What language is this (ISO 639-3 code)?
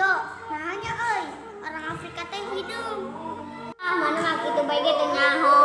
sun